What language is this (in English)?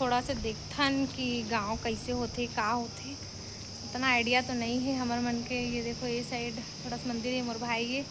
Chhattisgarhi